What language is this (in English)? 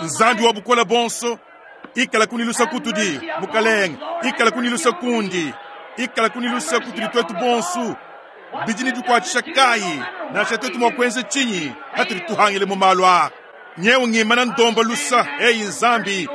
Luba-Lulua